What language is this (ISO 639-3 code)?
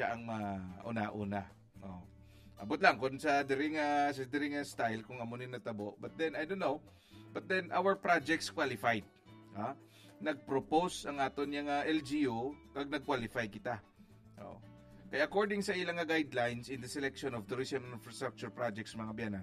hil